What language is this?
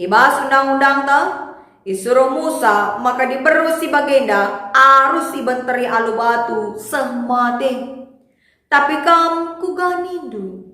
Batak Karo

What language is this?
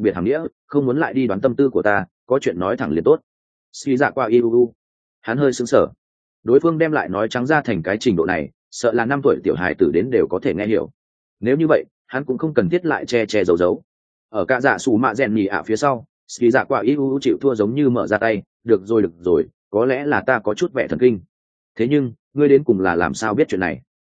Vietnamese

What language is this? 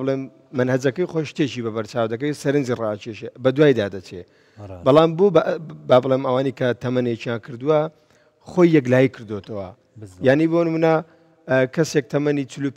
Central Kurdish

